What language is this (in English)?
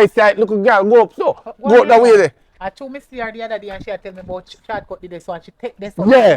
Jamaican Creole English